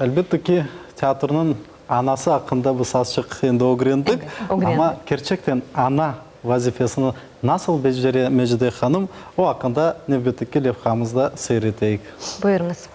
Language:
Crimean Tatar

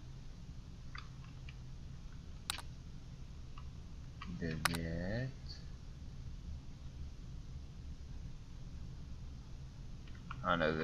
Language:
Czech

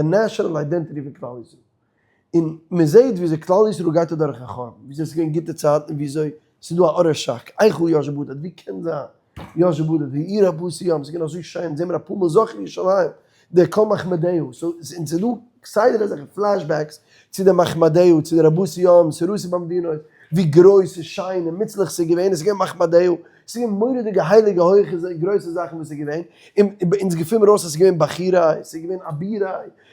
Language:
Yiddish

